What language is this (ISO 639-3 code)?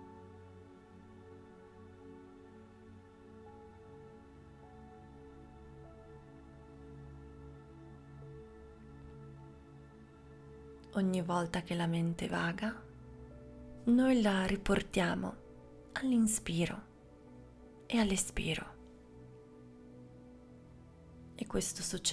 ita